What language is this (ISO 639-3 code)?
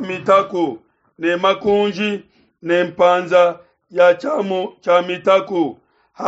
lua